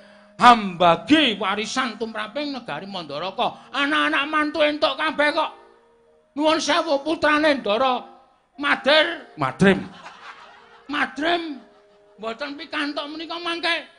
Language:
Javanese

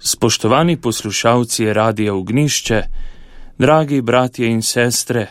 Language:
Slovenian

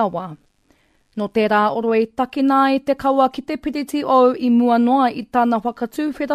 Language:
Māori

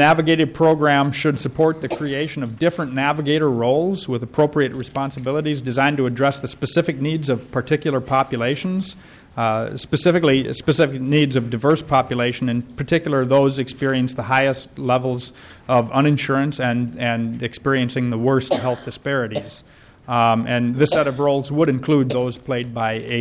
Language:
English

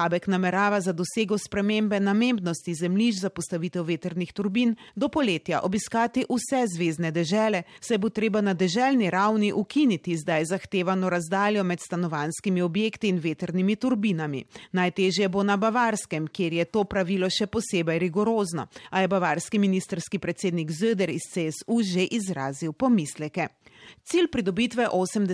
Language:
Slovenian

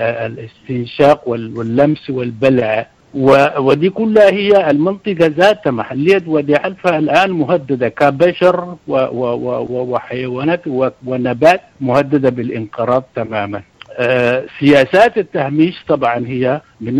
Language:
Sudanese Arabic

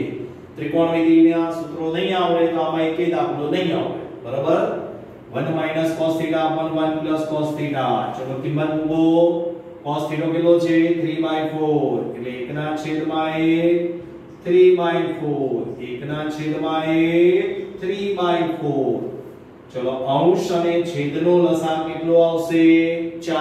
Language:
Gujarati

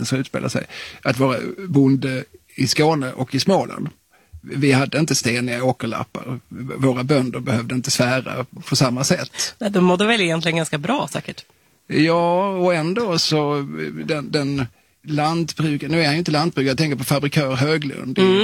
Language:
Swedish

